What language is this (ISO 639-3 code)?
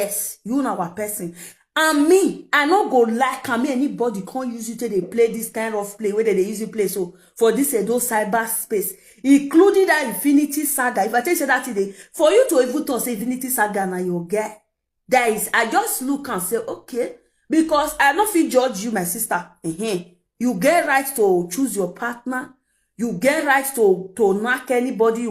pcm